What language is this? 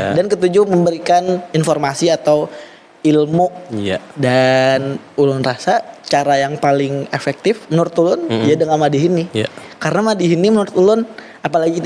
Banjar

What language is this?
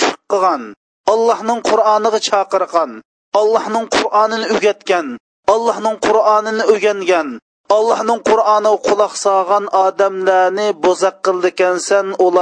Uyghur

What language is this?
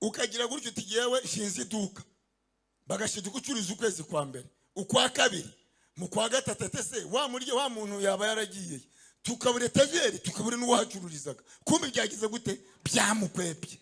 Kinyarwanda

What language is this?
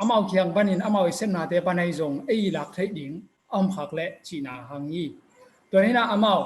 Tedim Chin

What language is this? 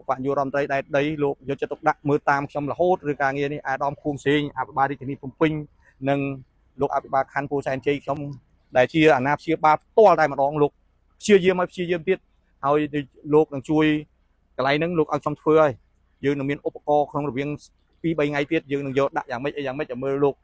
Khmer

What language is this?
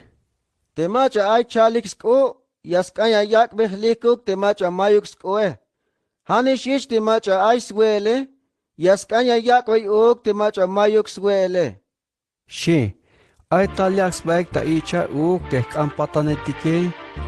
Tzeltal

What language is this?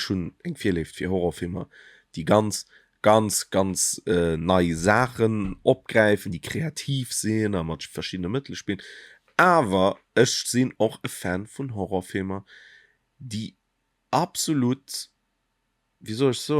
Luxembourgish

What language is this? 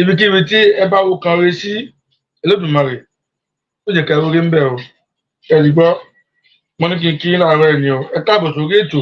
Yoruba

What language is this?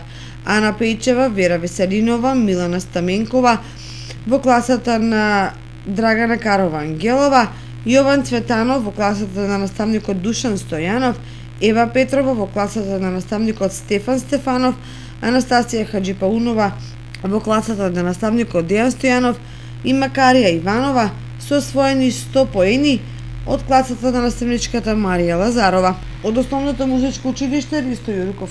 Macedonian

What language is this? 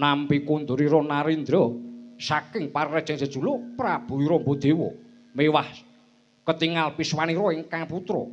Javanese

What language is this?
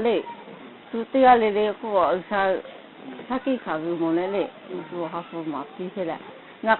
Lahu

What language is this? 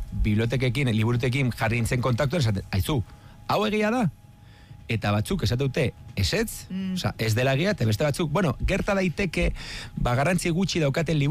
Basque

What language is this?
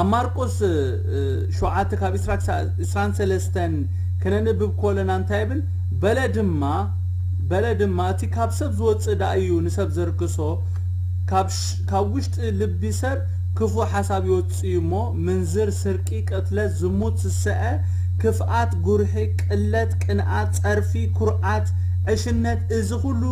Tigrinya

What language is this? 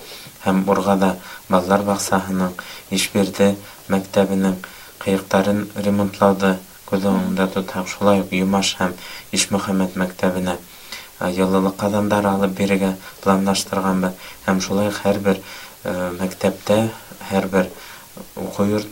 Bashkir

